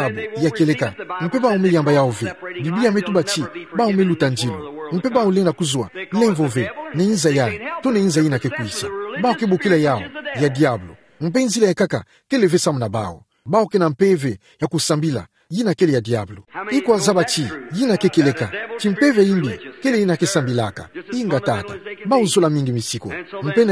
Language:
Kituba (Democratic Republic of Congo)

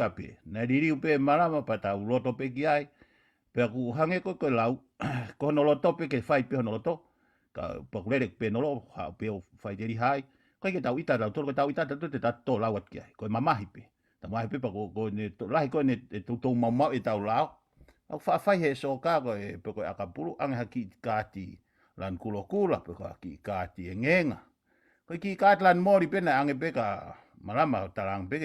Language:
Tongan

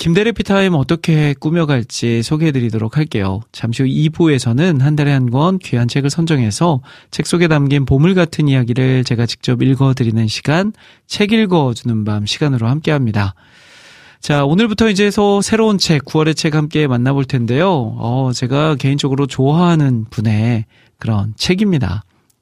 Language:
Korean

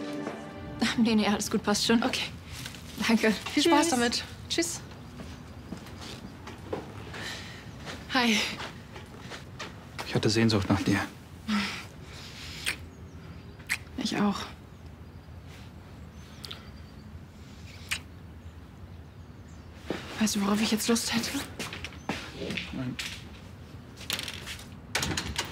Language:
German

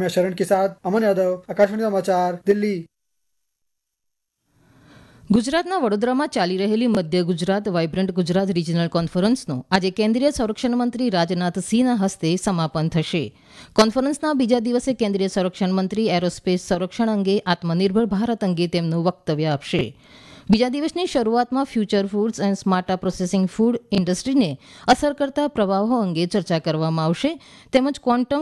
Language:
Gujarati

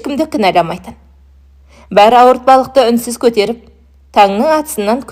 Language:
Kazakh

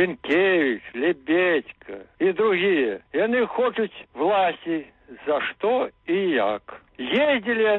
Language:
Belarusian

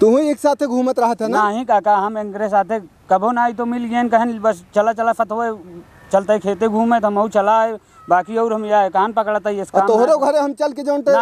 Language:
Awadhi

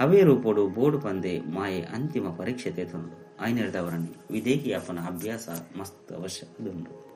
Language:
Tulu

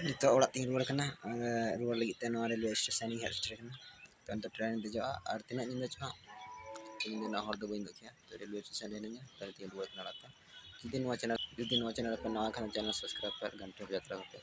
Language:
Santali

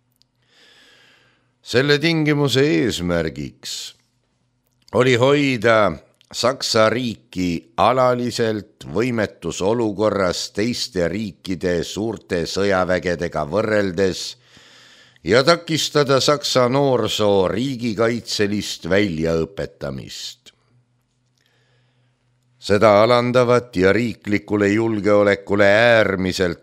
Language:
Estonian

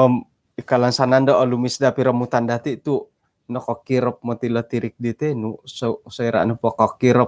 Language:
Central Dusun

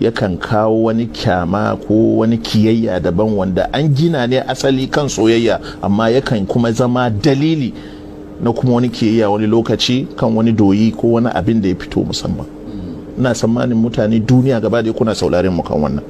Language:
Hausa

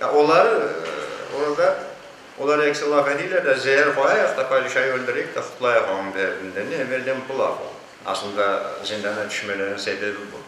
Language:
Crimean Tatar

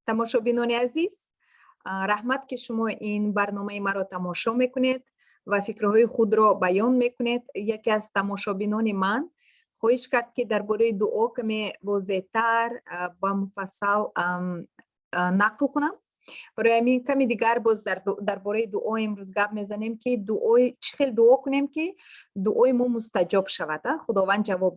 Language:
Tajik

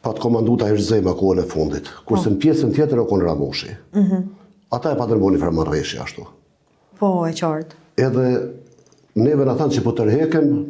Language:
Albanian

